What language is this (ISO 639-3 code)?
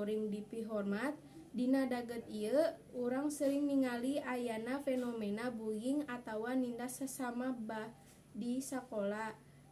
sun